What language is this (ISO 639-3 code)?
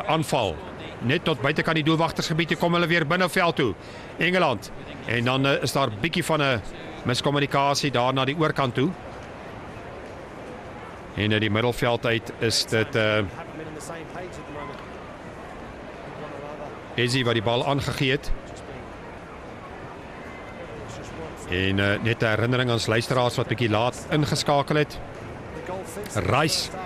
afr